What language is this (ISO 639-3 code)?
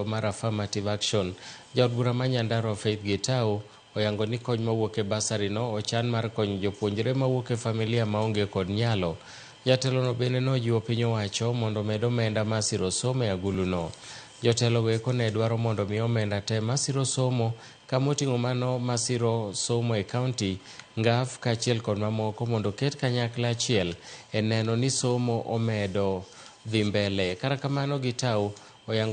luo